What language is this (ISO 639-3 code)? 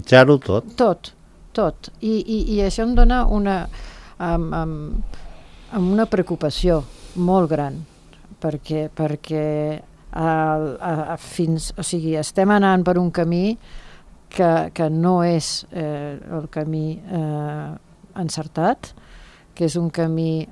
cat